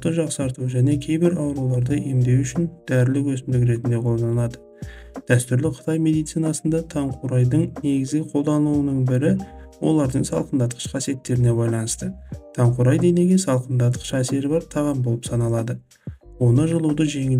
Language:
Kazakh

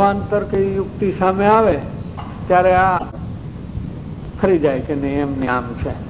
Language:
Gujarati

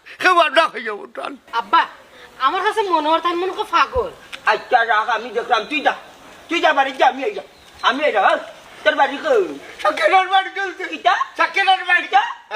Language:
Sylheti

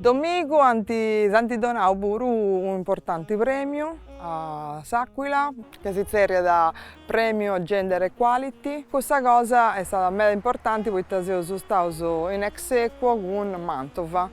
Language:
Sardinian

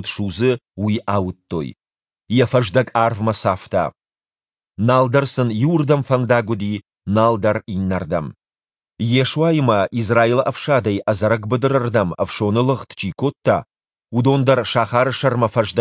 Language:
Ossetic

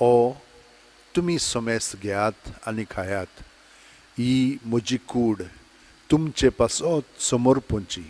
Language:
Konkani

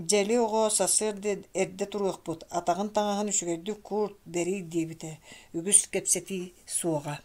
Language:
Yakut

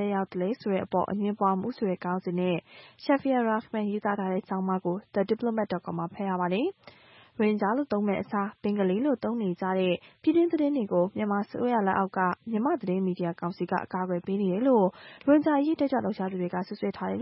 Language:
Burmese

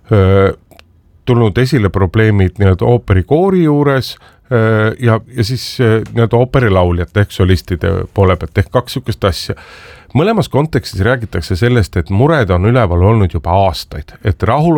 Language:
Estonian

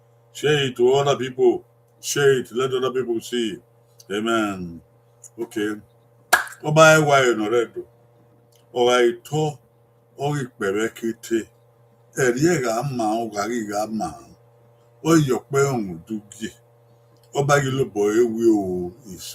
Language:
Bini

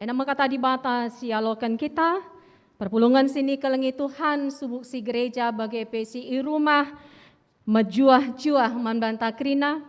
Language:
Batak Karo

